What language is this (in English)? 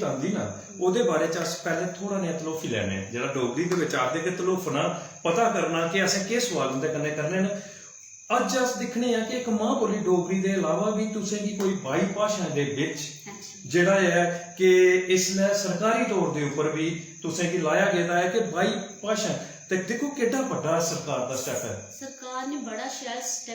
Dogri